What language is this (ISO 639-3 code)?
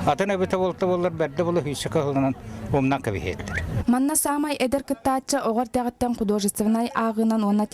sah